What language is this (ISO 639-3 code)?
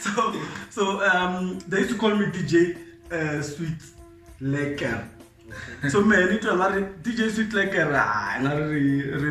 tso